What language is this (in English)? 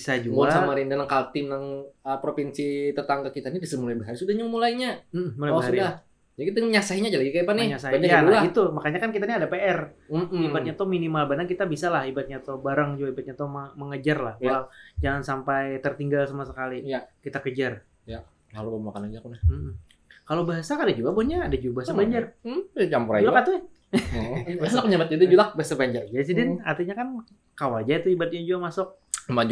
Banjar